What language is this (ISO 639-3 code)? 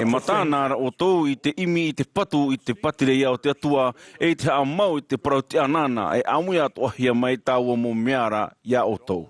tah